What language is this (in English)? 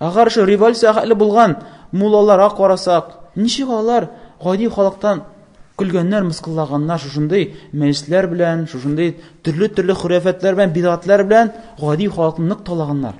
Tatar